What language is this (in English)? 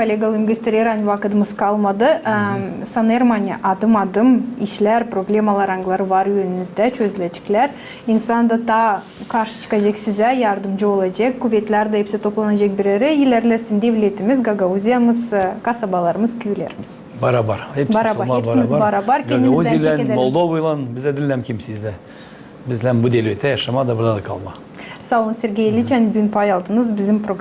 Gagauz